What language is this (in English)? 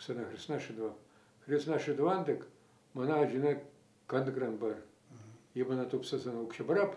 Chuvash